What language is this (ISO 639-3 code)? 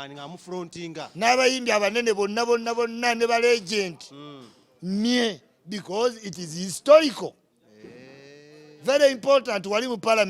lug